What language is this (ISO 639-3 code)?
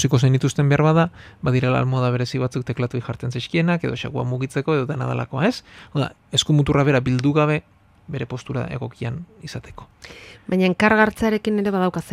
eus